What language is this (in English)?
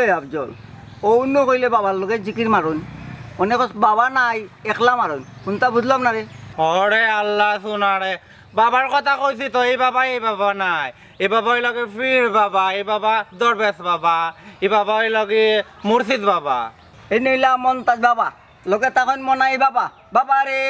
Sylheti